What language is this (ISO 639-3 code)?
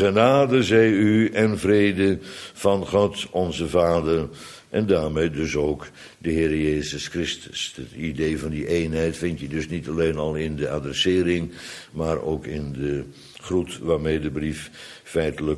nld